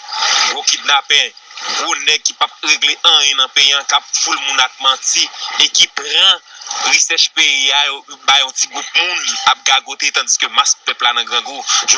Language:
Haitian Creole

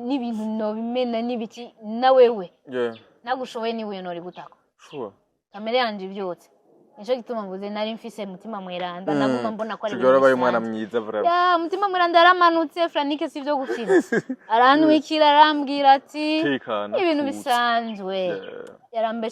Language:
Rundi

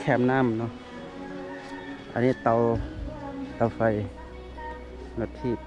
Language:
Lao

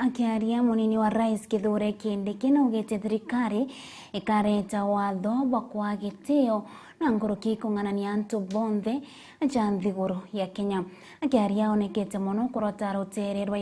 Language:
Meru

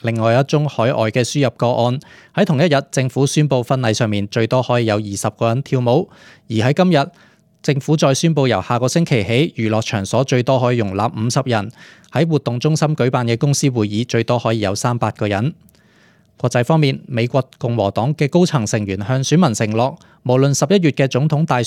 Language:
Cantonese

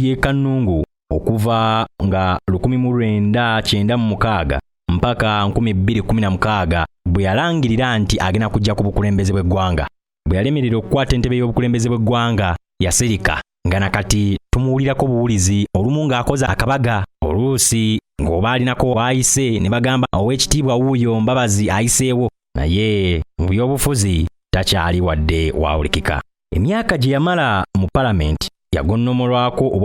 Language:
Ganda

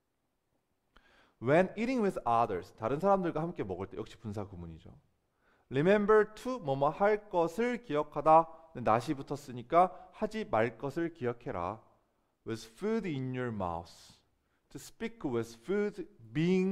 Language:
Korean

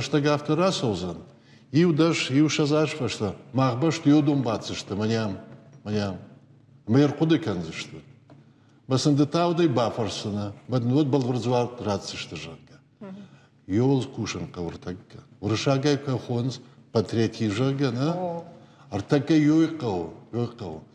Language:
Ossetic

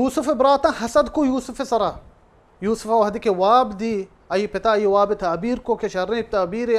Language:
Baluchi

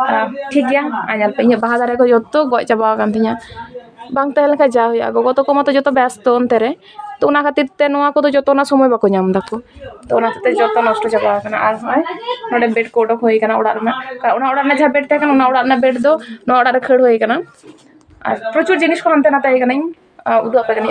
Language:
Santali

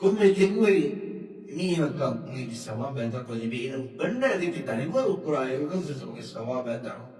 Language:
Divehi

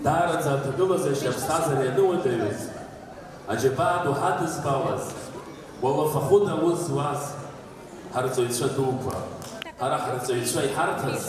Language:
Abkhazian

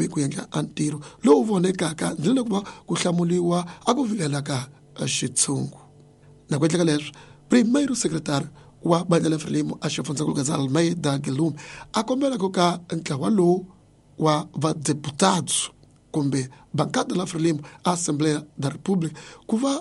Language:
Tsonga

